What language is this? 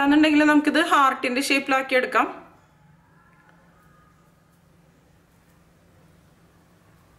Malayalam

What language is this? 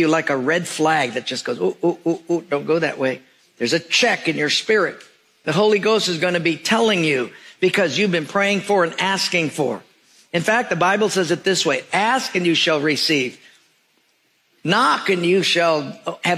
English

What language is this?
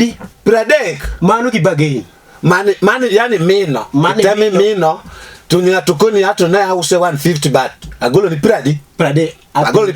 Luo (Kenya and Tanzania)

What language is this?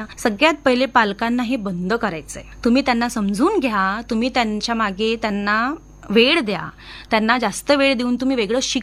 Marathi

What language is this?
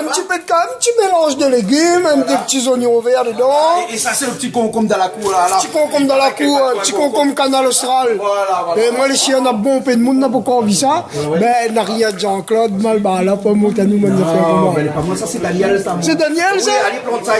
Réunion Creole French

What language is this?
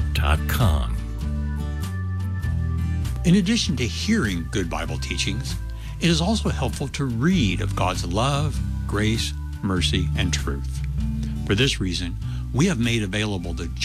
English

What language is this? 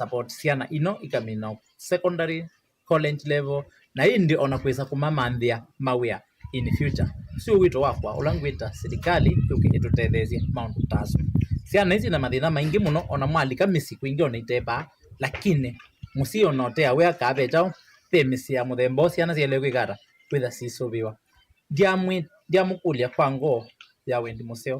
Kamba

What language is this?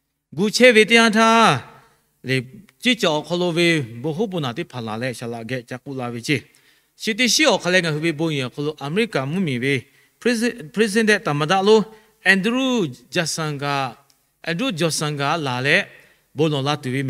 Lahu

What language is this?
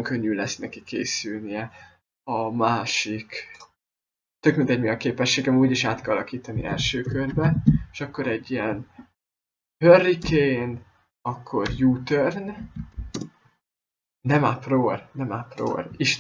Hungarian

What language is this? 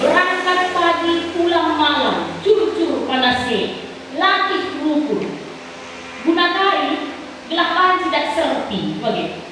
Batak Karo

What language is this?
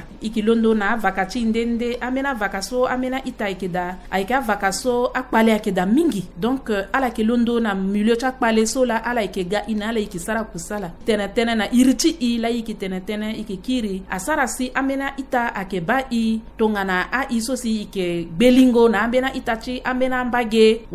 Sango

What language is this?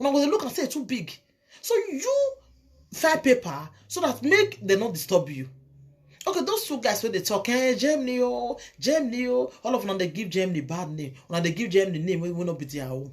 Nigerian Pidgin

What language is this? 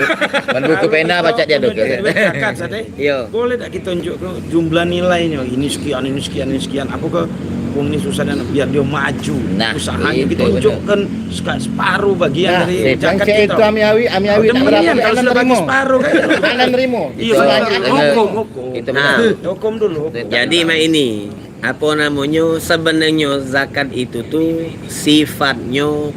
Musi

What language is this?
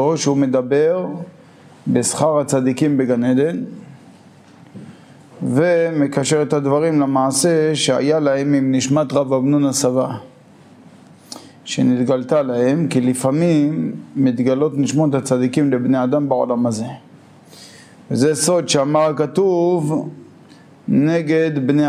Hebrew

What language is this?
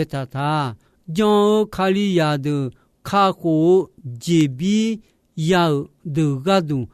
Akha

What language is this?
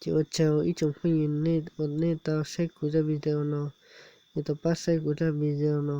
Hmong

